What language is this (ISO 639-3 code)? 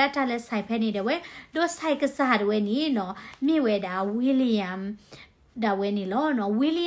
ksw